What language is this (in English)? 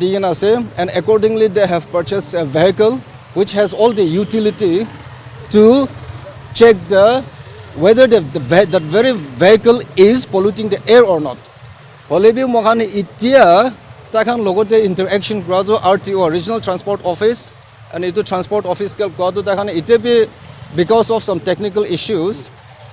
Naga Pidgin